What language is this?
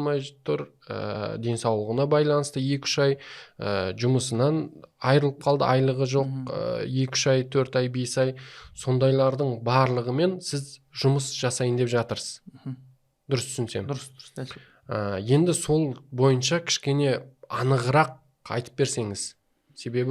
Kazakh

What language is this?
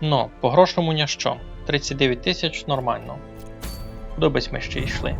Rusyn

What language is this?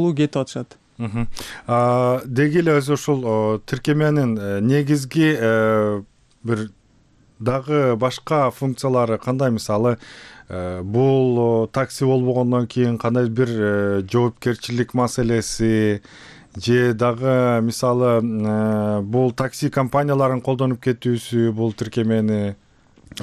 Kyrgyz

